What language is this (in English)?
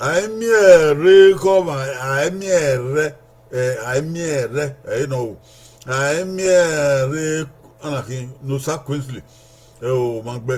Bini